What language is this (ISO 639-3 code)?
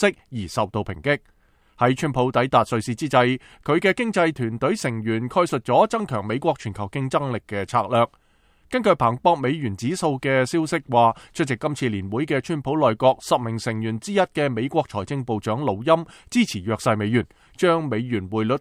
yue